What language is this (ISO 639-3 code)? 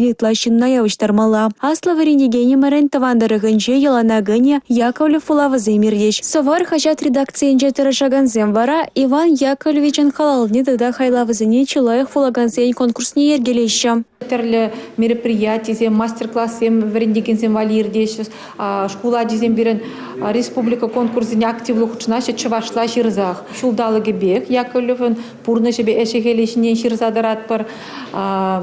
chv